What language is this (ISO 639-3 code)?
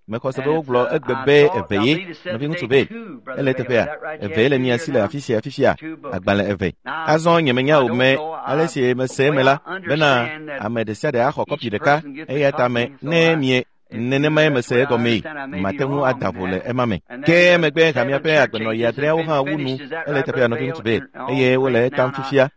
ewe